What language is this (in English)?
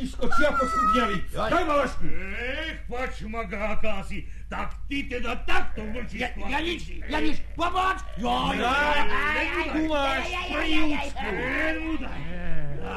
Slovak